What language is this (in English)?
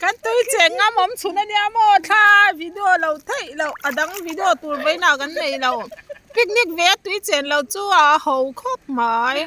Mizo